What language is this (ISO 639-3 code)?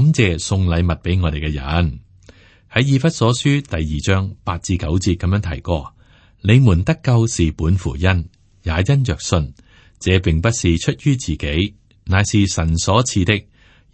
yue